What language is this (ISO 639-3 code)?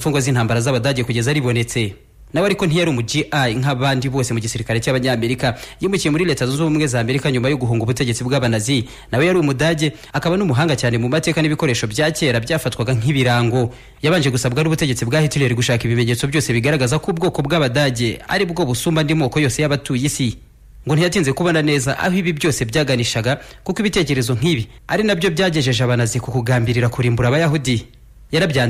kin